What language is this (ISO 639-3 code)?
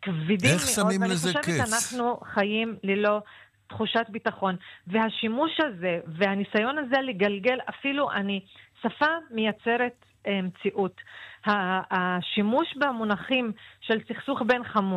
heb